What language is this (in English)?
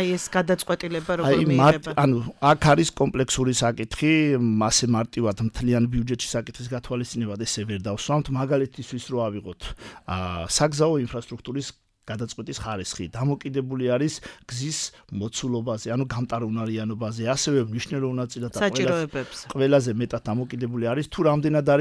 Georgian